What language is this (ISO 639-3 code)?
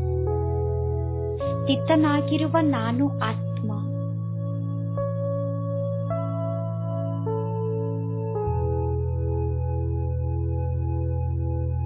kan